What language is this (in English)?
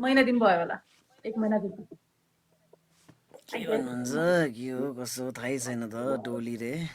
Nepali